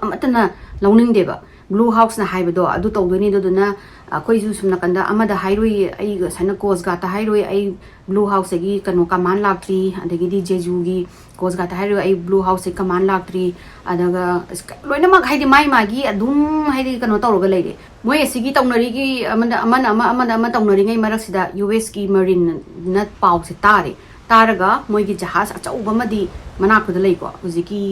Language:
Manipuri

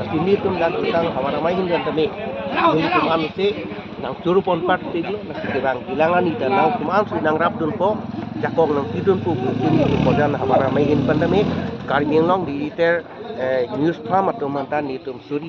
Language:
Karbi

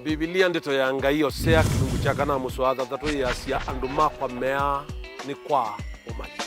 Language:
Kamba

